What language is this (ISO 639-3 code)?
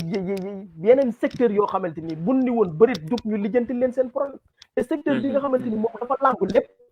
wol